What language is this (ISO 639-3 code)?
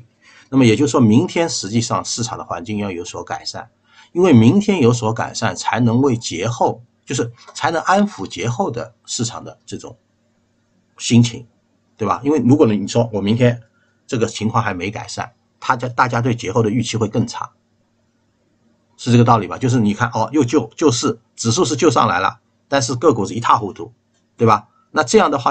zho